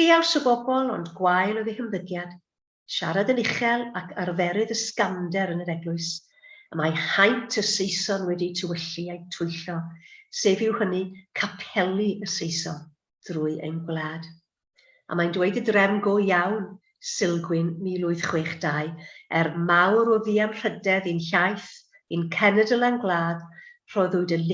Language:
Welsh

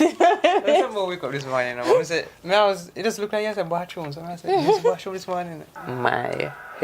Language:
Jamaican Creole English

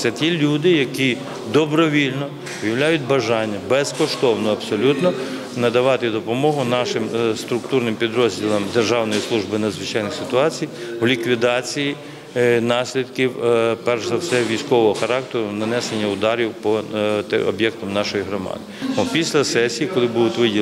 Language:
Ukrainian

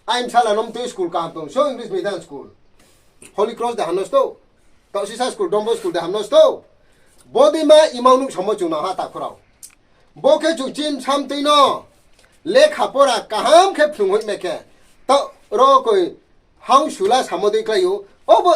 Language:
Riang (India)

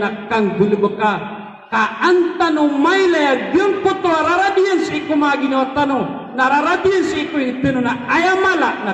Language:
Maranao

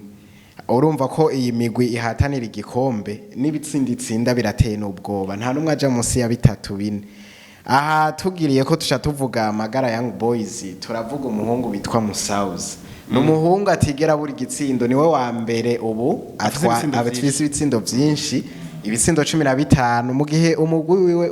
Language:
Rundi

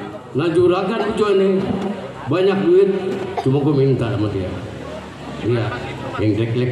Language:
Betawi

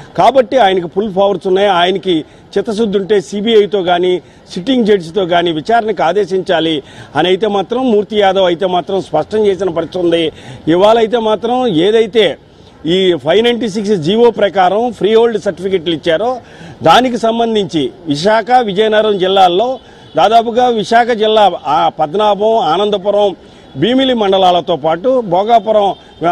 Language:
Telugu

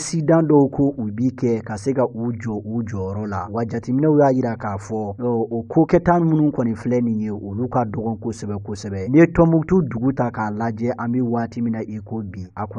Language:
Bambara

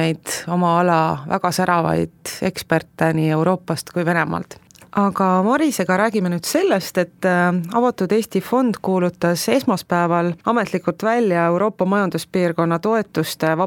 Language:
Estonian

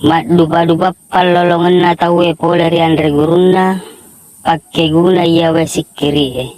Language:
Buginese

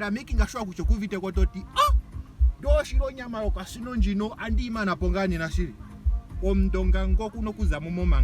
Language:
Ndonga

